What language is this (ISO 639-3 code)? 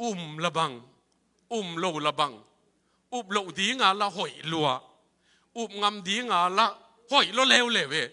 ctd